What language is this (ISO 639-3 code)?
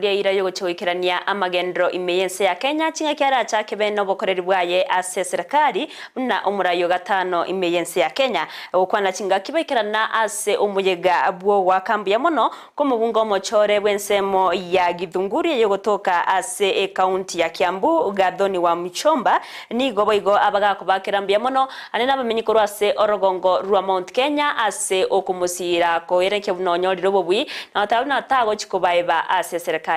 guz